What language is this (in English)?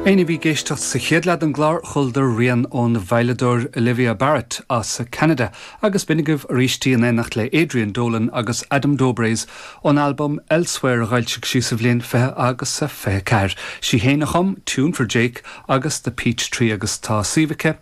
Irish